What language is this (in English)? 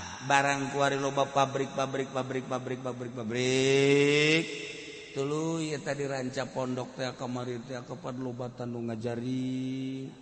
Sundanese